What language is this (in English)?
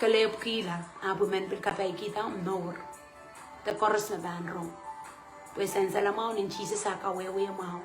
Pohnpeian